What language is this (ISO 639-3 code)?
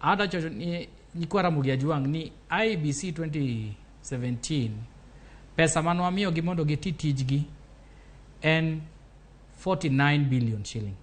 luo